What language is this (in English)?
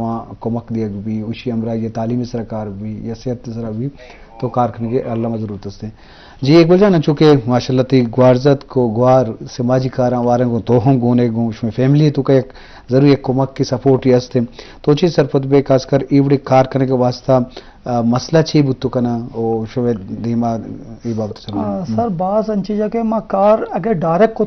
Eastern Balochi